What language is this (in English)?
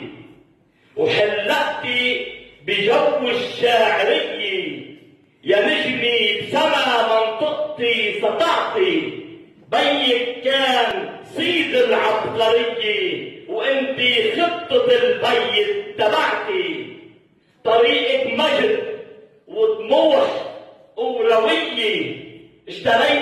North Levantine Arabic